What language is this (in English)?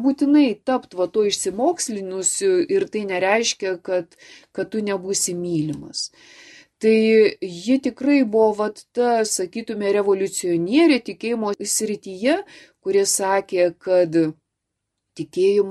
Lithuanian